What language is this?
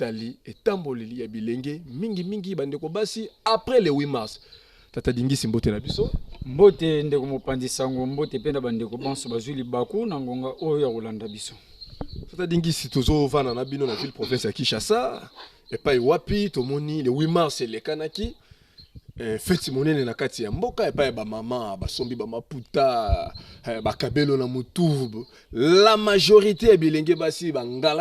Lingala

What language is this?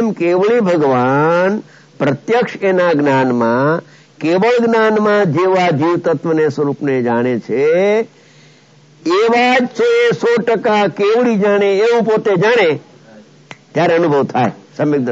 Gujarati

